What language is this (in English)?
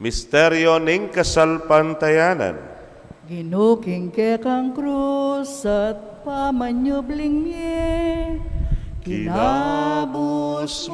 Pampanga